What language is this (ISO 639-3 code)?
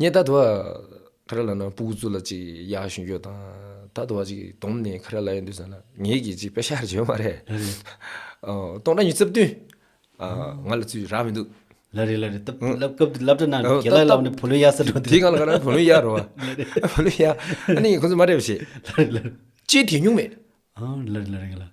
bod